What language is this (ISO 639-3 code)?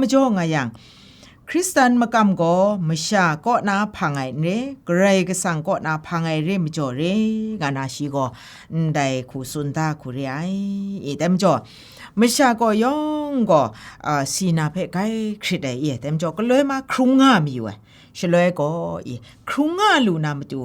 kac